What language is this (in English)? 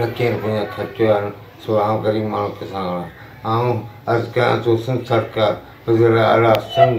Sindhi